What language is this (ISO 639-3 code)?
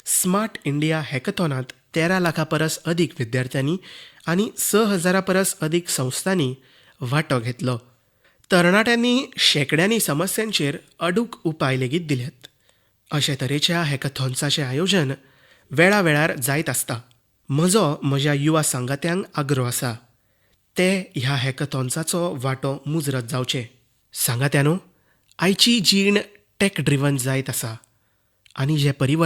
kok